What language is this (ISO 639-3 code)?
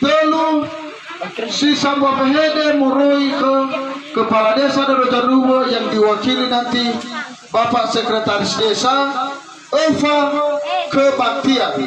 nia